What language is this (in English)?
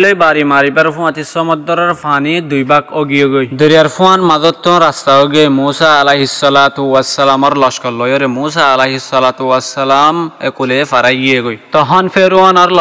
Rohingya